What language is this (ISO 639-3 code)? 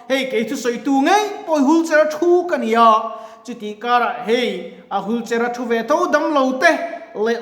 lus